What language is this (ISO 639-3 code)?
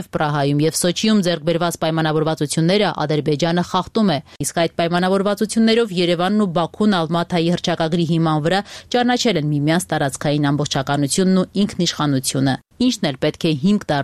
hye